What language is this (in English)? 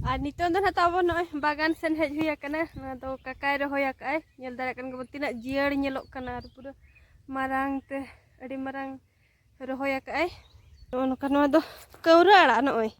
Santali